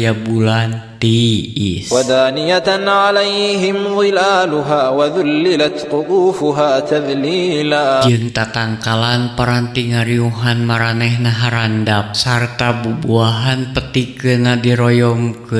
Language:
Sundanese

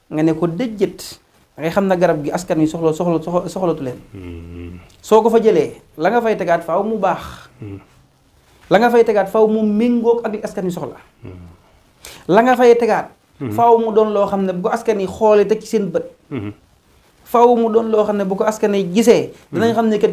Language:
Wolof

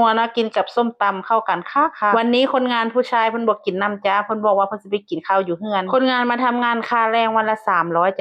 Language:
Northeastern Thai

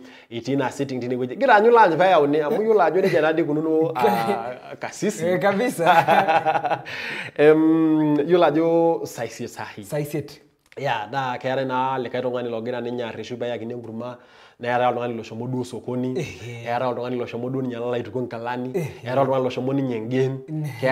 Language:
Masai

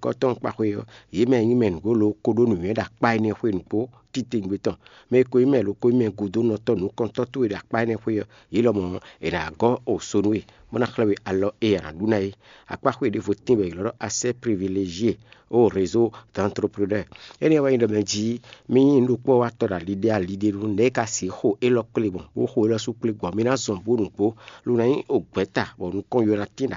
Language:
Fon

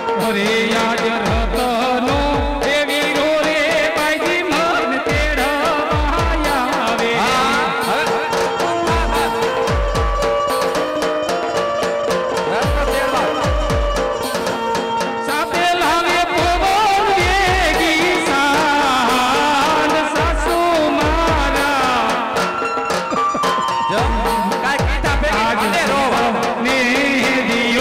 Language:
Gujarati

